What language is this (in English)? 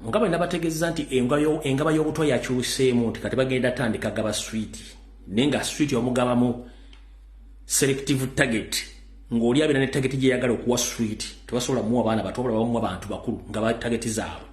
Ganda